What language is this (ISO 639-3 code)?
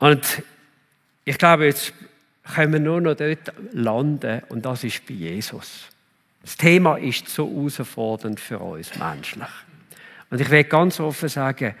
gsw